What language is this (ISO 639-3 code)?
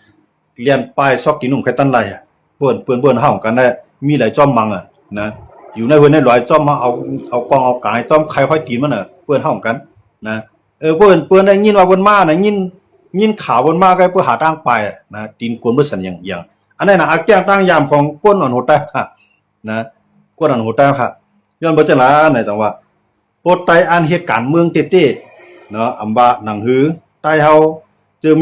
shn